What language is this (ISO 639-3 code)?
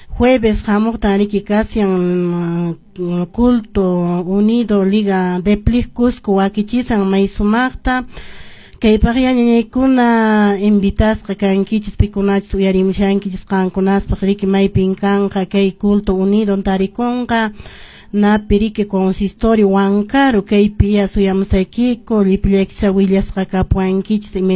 que